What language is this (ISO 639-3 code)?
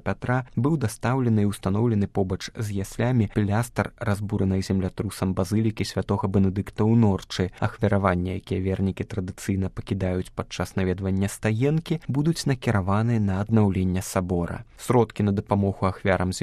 bel